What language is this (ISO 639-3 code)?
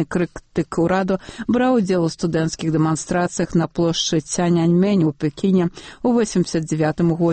bel